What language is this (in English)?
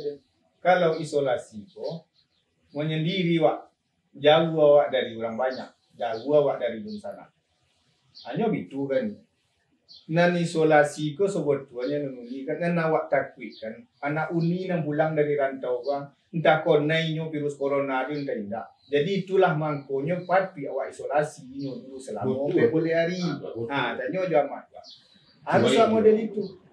Minangkabau